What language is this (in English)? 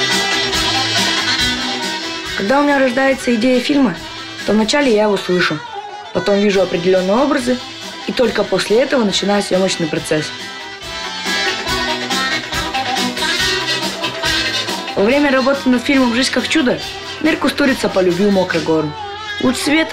Russian